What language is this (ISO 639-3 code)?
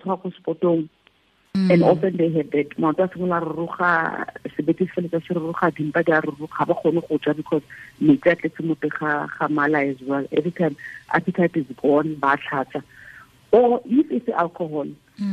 tsn